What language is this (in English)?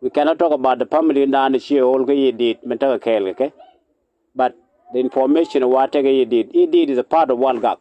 Nuer